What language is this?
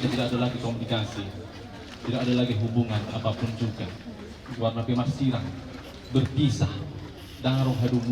Batak Toba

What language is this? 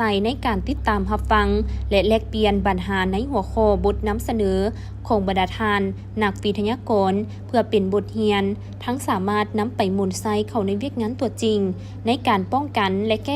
Lao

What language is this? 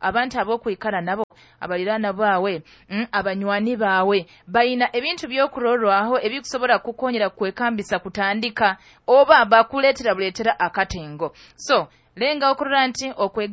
Nyoro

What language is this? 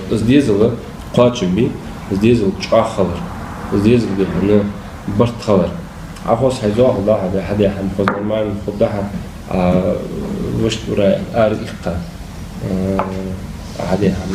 Ingush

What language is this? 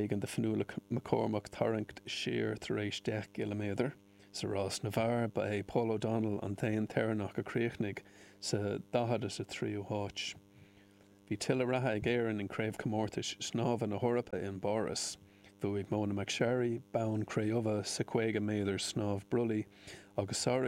Irish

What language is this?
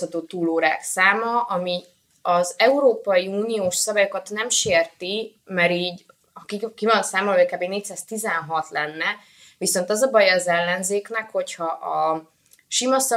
Hungarian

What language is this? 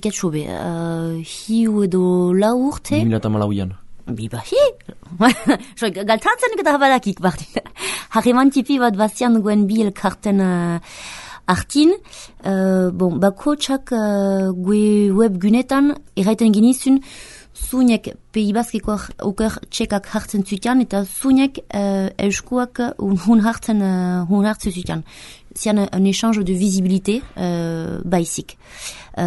Basque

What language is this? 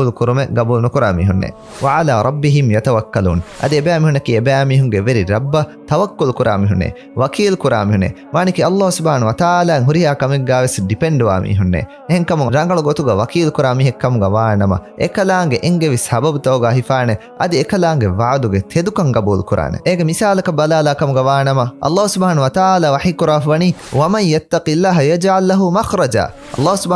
Divehi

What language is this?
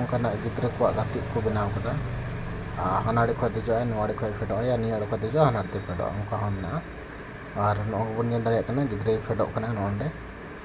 Santali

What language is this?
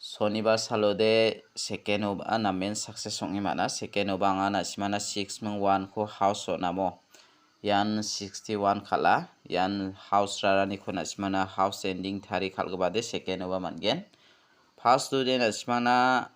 Garo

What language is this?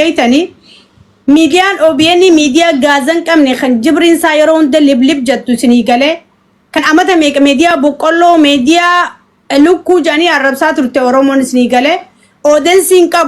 Oromo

